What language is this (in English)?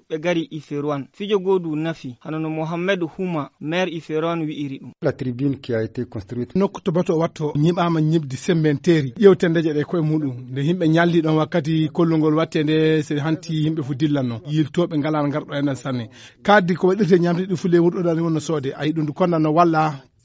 Nigerian Fulfulde